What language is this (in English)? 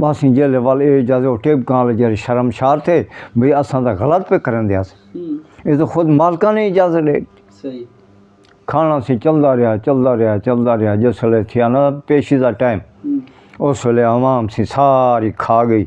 Saraiki